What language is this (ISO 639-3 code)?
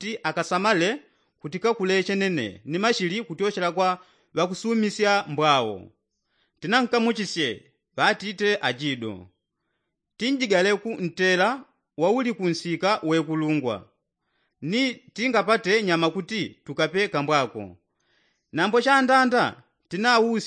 yao